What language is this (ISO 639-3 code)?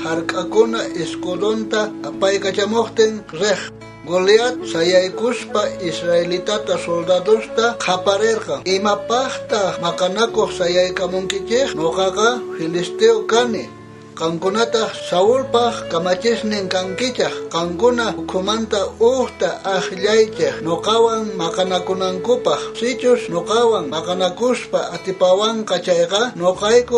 quh